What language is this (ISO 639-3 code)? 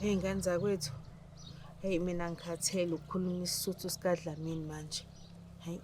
zul